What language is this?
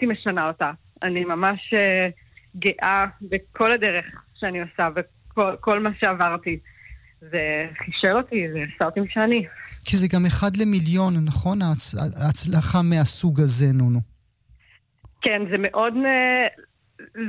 Hebrew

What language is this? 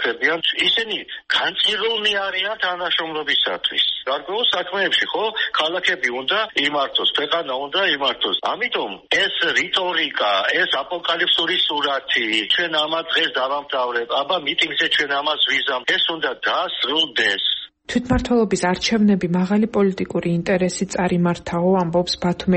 Georgian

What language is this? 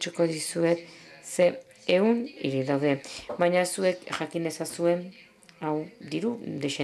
Basque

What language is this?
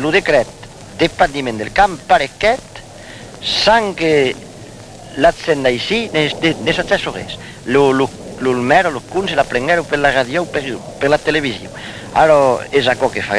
Occitan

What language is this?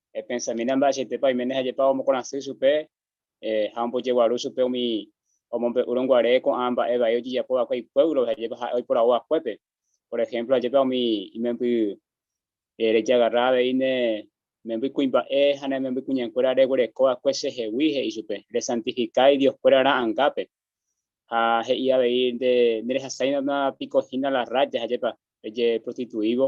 Guarani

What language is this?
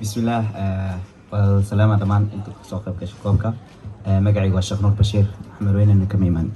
Somali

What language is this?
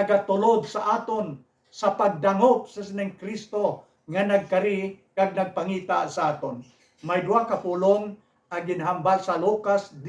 Hiligaynon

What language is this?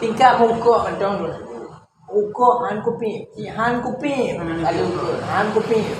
Achinese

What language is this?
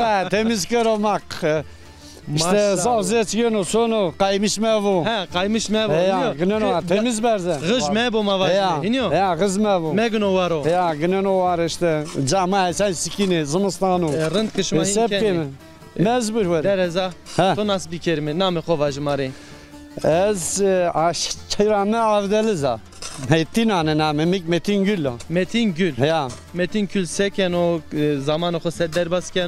Zaza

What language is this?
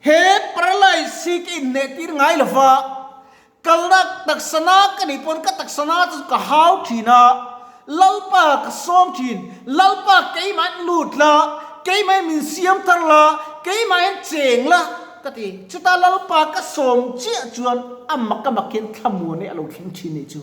Mizo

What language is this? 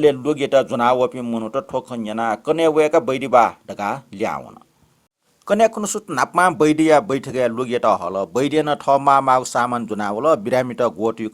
Newari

